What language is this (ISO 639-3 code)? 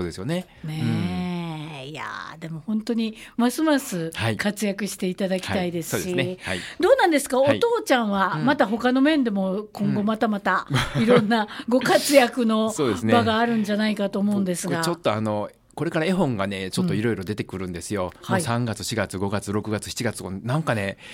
jpn